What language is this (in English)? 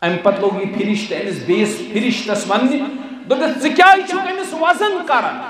Kashmiri